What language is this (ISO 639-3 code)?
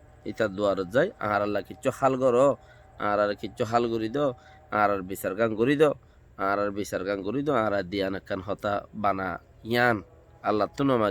rhg